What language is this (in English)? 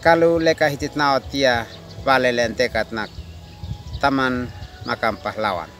Uab Meto